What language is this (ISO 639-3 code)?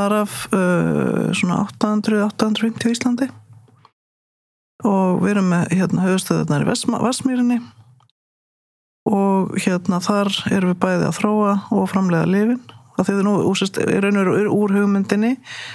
isl